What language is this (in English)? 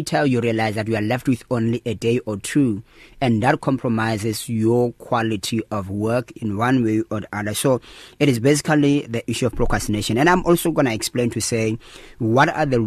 English